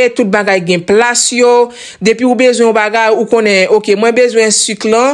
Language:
Haitian Creole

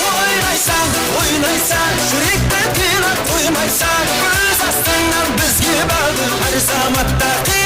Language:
Kara-Kalpak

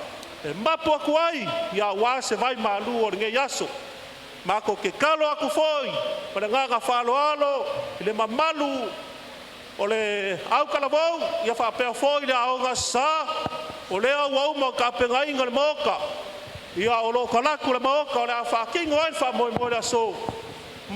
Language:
Samoan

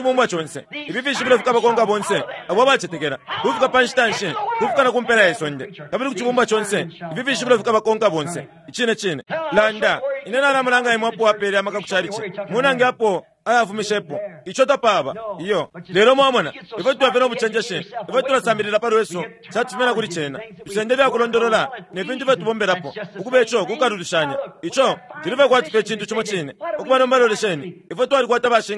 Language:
Bemba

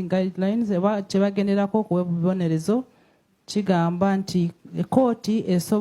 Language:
Ganda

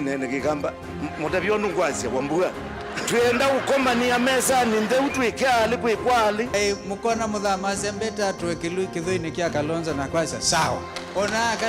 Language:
Kamba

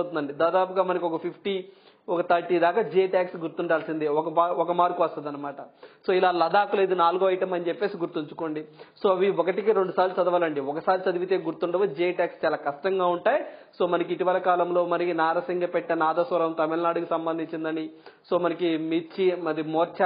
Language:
Telugu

